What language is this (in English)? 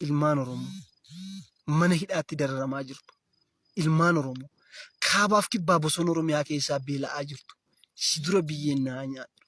Oromo